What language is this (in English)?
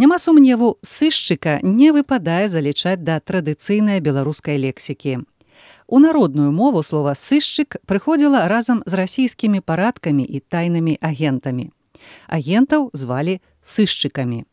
Belarusian